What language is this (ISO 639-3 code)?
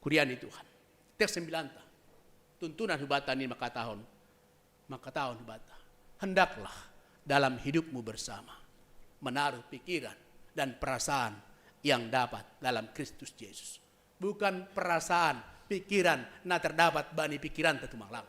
bts